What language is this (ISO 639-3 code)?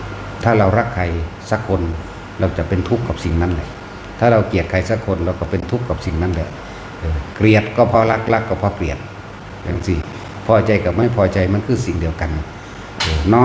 tts